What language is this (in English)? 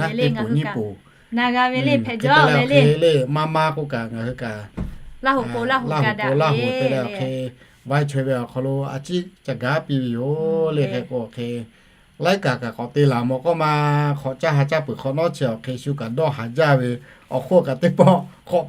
Lahu